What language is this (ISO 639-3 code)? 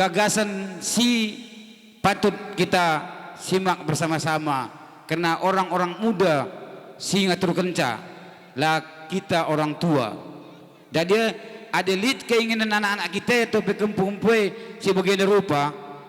btx